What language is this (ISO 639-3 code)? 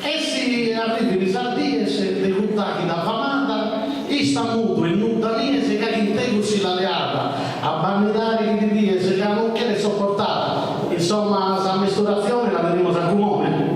srd